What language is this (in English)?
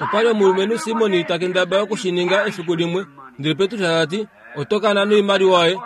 Kuanyama